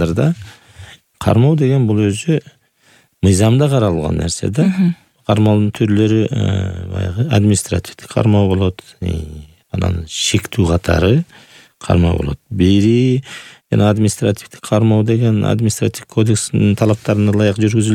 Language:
Kyrgyz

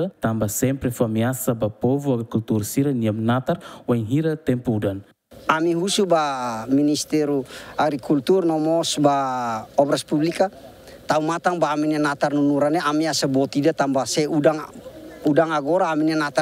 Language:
Tetum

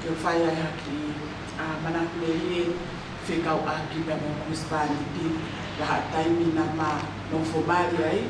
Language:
Tongan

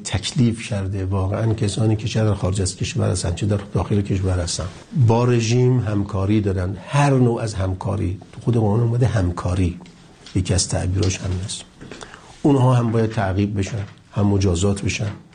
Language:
Persian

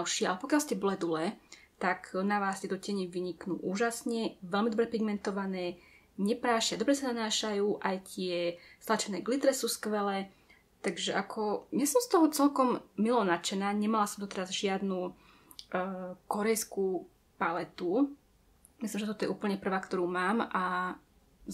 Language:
Slovak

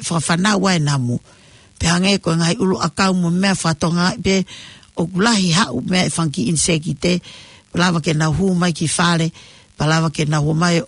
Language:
Tongan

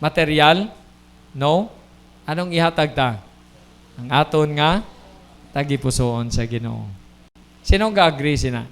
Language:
Hiligaynon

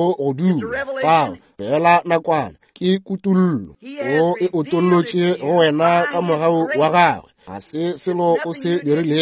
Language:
Northern Sotho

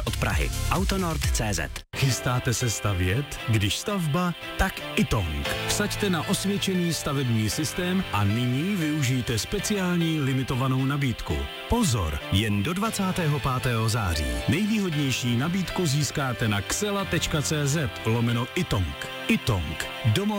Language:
Czech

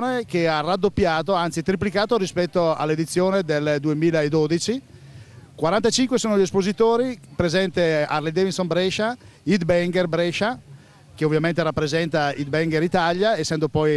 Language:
Italian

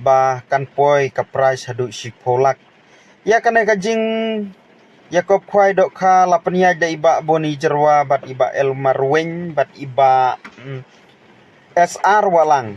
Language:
Khasi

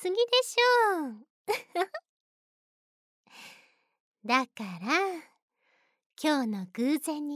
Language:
Japanese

